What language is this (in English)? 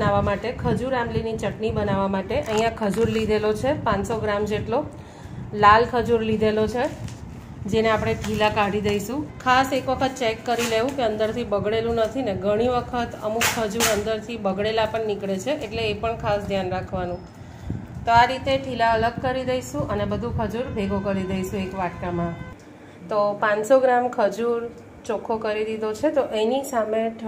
Gujarati